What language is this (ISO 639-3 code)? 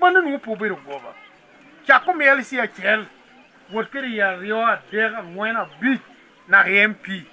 laj